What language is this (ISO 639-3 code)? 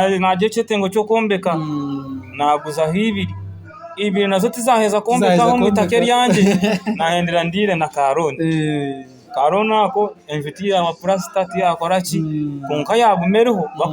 nyn